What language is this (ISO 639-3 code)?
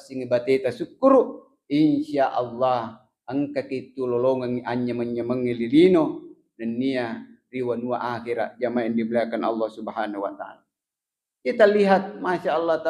bug